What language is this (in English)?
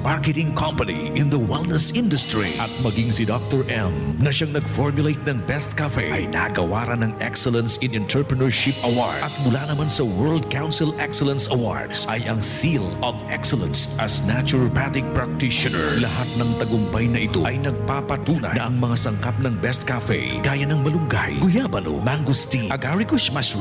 Bikol